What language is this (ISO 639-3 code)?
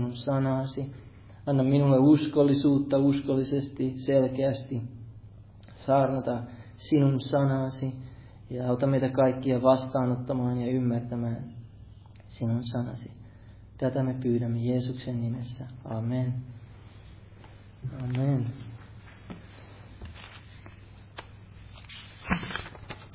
fin